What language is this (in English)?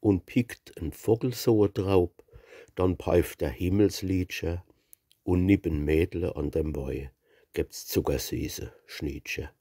Palatine German